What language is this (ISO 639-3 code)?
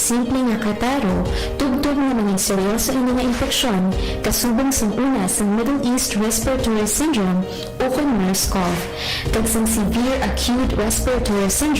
hil